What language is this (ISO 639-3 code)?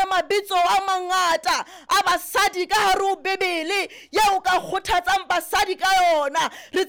sot